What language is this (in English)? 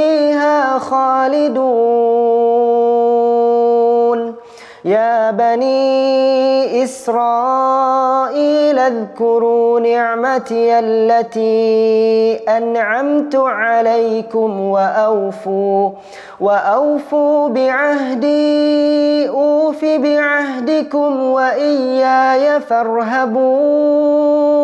Arabic